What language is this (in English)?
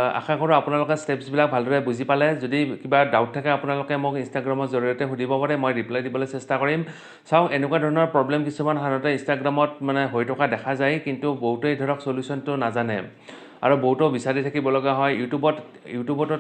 Assamese